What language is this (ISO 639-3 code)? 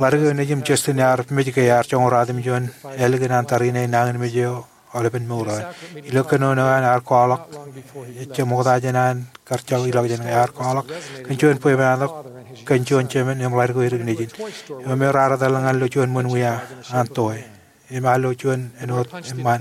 mah